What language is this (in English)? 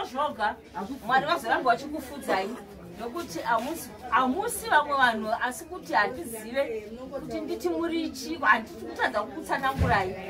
Shona